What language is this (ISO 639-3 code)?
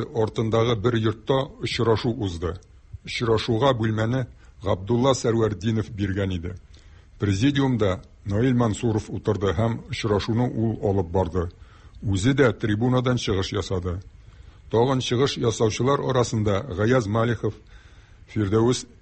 tat